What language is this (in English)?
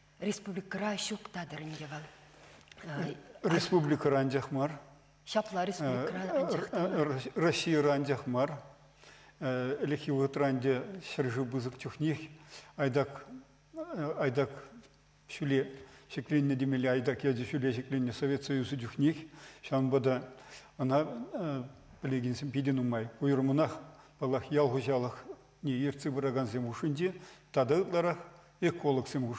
Chuvash